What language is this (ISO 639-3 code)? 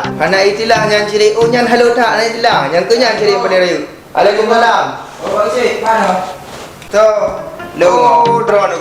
ace